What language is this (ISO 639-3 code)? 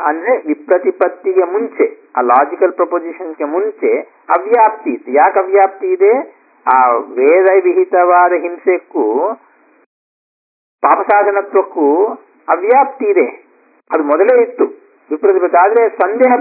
kan